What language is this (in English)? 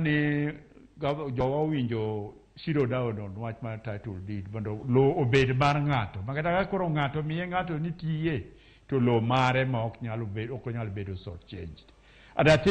Luo (Kenya and Tanzania)